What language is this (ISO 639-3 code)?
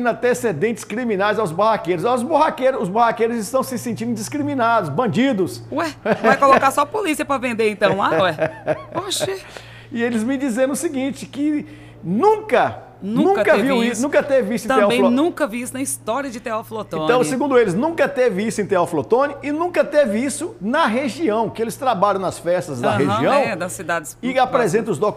por